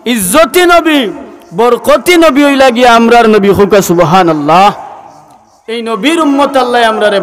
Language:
Sylheti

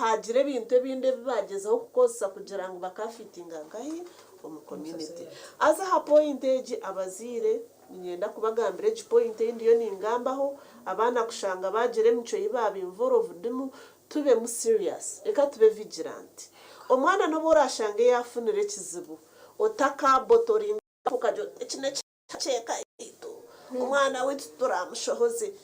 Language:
Nyankole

